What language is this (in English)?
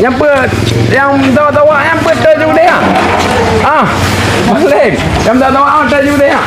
Achinese